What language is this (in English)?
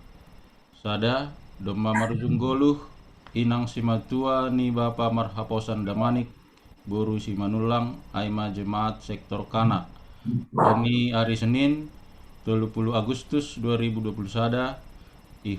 Batak Simalungun